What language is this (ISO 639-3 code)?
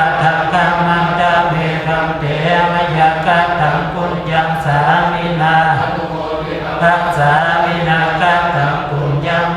pli